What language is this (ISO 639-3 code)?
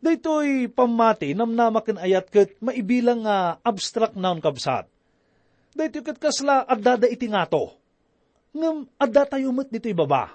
ilo